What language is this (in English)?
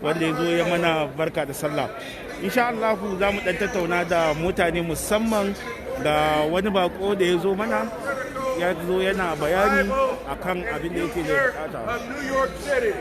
Hausa